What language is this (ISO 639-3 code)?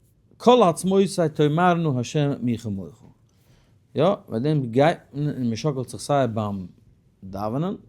yid